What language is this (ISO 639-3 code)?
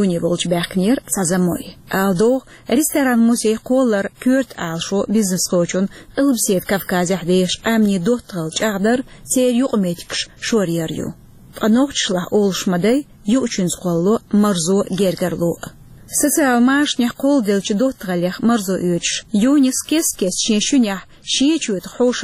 che